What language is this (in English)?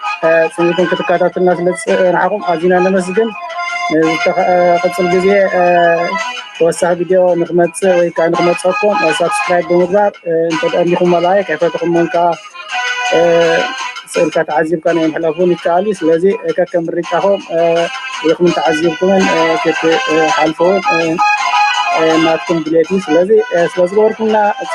Tigrinya